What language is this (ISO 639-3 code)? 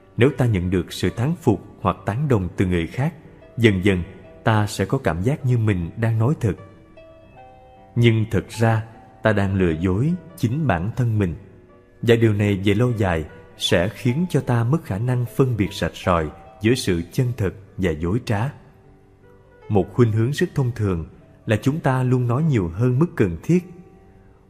vie